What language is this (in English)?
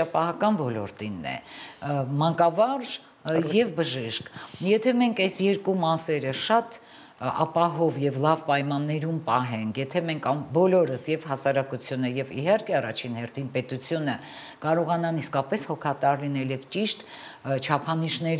Armenian